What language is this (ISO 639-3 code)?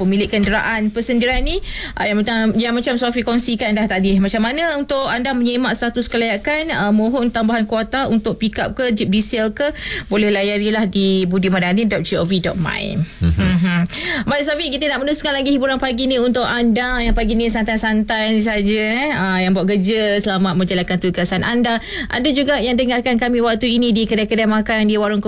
msa